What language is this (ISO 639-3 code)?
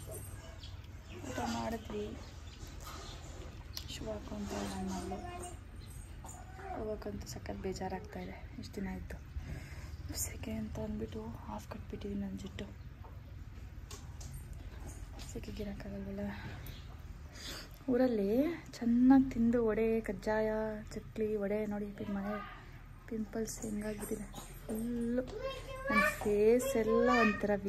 kan